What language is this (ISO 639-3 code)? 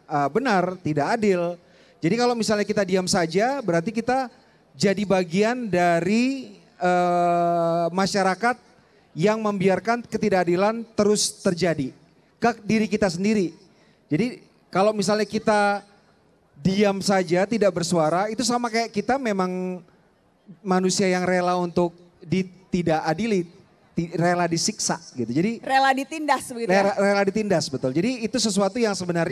ind